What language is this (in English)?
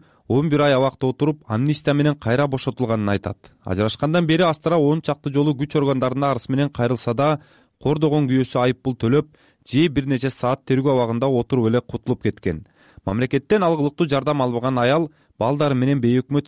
Kyrgyz